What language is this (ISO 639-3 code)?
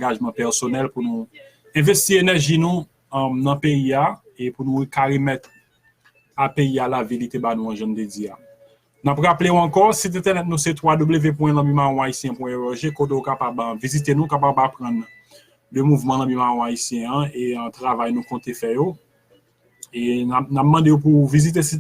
hat